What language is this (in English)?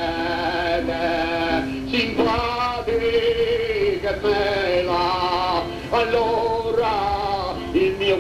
Italian